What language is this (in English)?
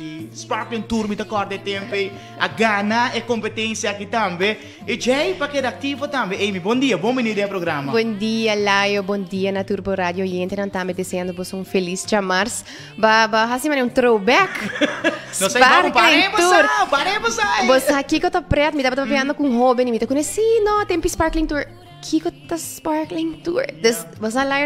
Papiamento